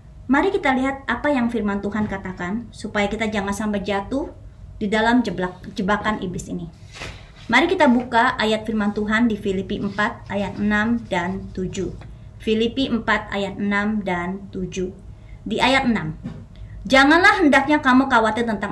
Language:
Indonesian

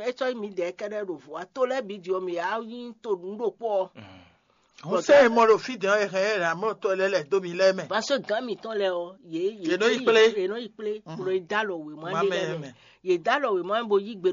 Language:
Fon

